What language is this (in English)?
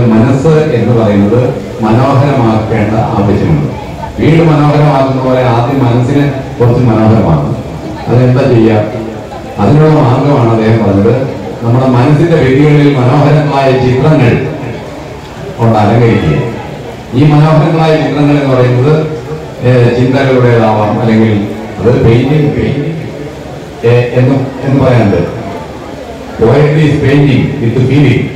Malayalam